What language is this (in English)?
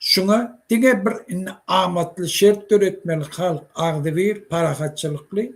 Turkmen